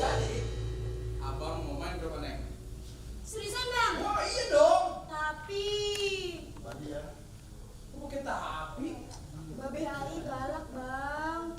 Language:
Betawi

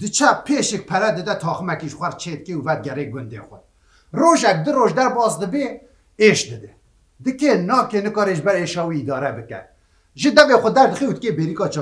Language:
Kurdish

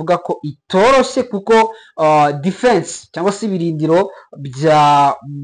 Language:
Kinyarwanda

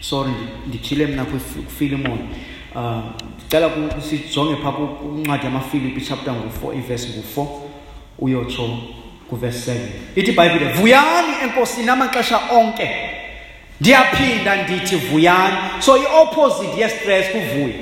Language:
Xhosa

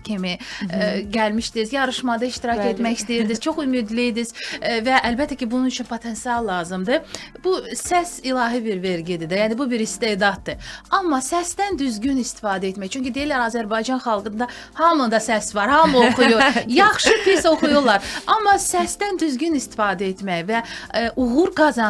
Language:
Azerbaijani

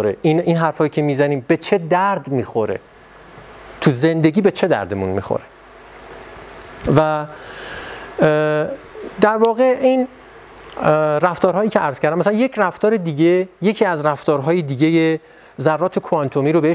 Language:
Persian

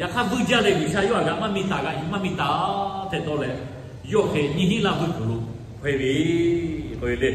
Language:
Lahu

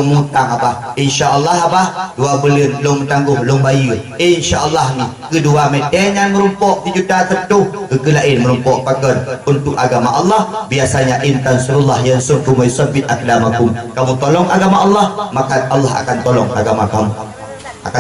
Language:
Achinese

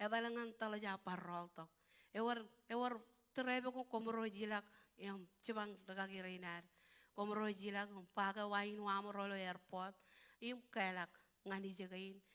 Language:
Marshallese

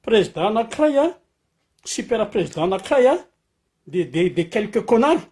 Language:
Malagasy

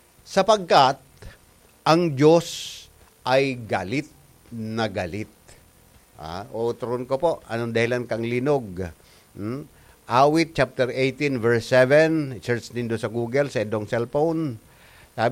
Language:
Bikol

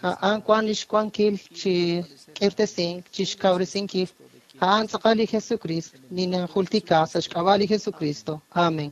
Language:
Kekchí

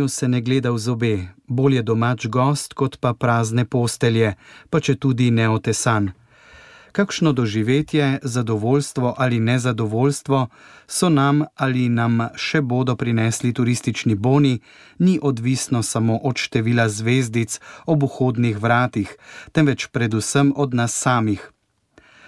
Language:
Slovenian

